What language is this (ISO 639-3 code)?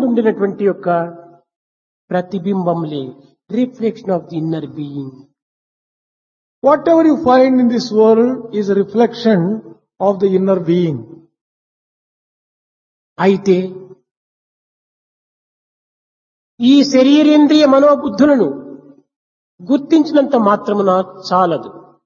tel